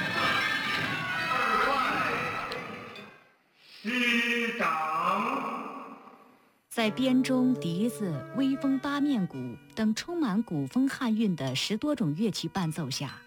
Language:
Chinese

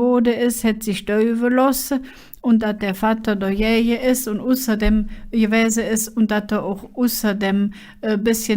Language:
Colognian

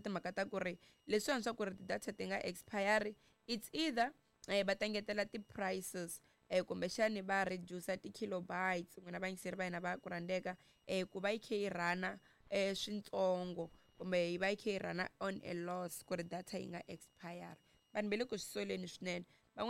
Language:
Tsonga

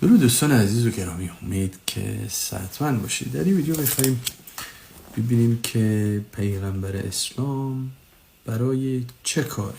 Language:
Persian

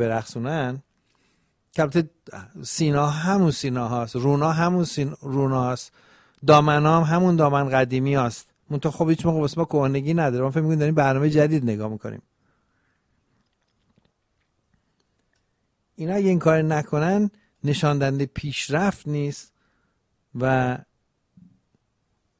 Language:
Persian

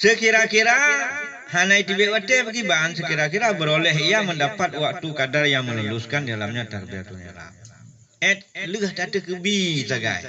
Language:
Achinese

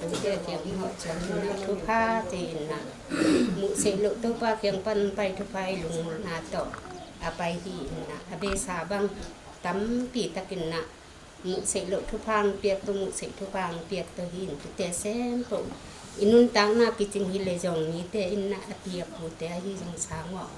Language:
Tedim Chin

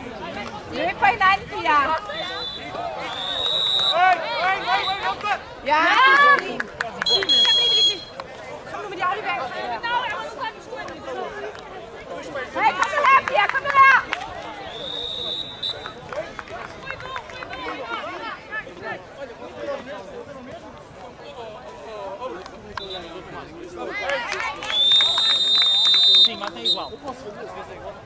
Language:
Danish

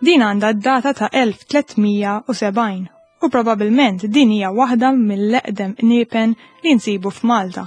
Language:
Maltese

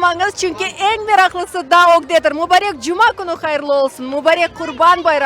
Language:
Crimean Tatar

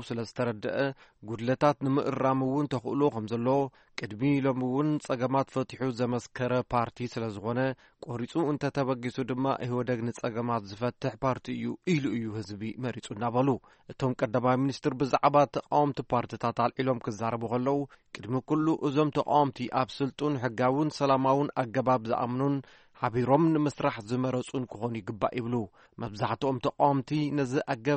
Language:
Tigrinya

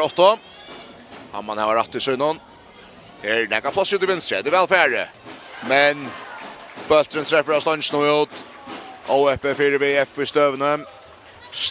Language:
Faroese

